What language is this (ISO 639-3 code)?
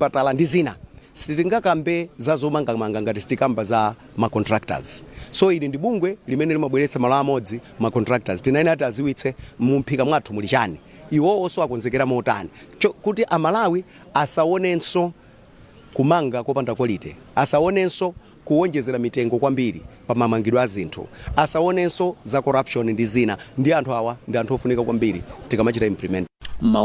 nya